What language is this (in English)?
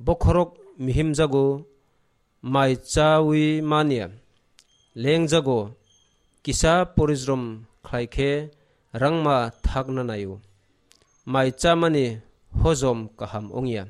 Kok Borok